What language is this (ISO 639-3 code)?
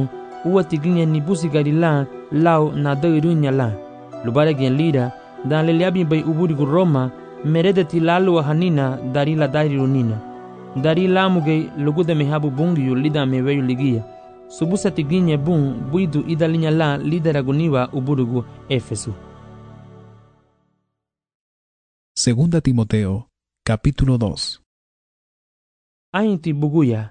cab